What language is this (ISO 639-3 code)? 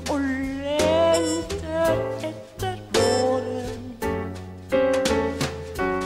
nor